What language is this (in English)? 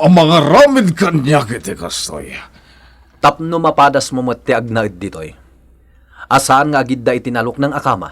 Iloko